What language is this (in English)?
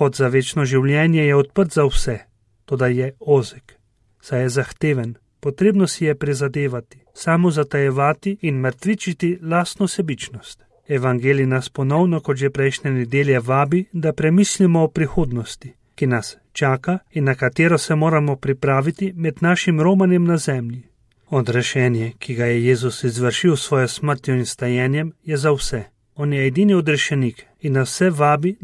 Slovenian